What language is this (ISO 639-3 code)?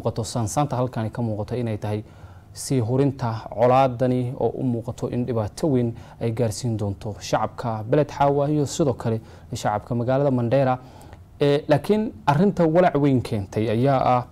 som